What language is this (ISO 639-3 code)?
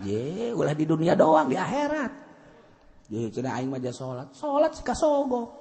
sun